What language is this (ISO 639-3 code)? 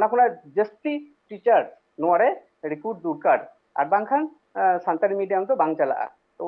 sat